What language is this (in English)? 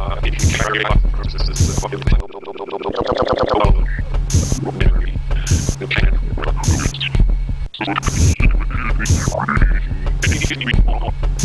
English